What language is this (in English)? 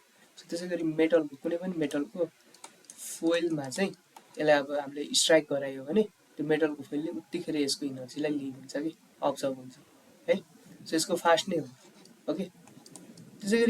Nepali